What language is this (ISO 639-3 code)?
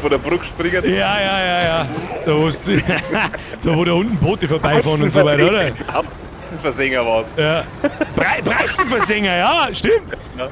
bar